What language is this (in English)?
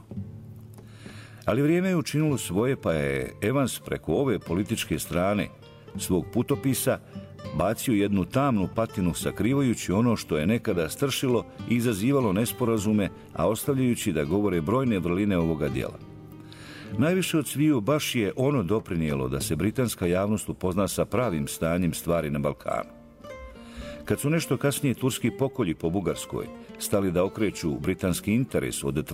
Bosnian